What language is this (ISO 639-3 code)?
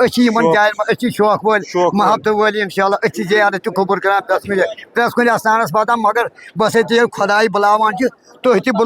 kas